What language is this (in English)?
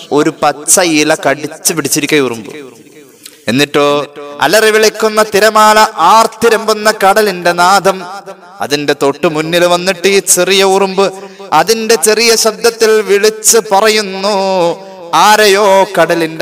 Malayalam